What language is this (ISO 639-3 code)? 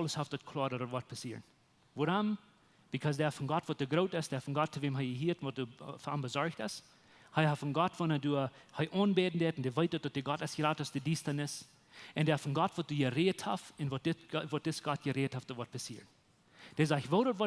pdt